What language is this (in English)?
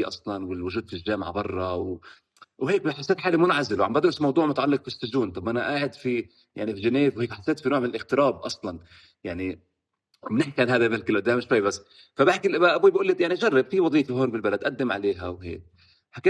North Levantine Arabic